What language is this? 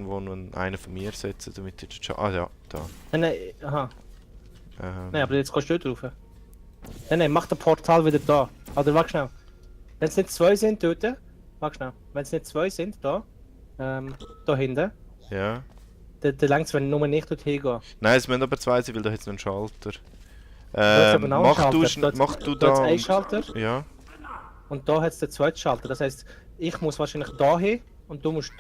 Swiss German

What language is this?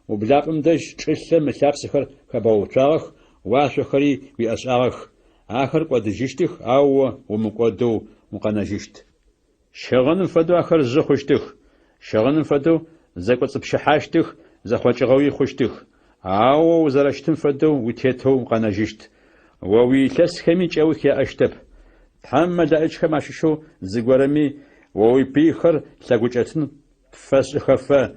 Adyghe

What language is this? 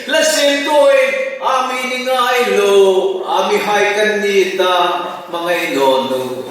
Hmar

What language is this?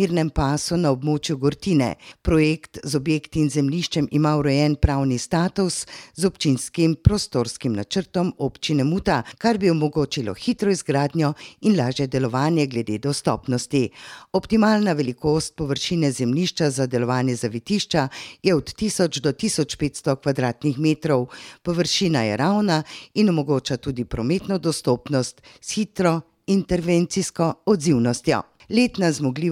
Slovenian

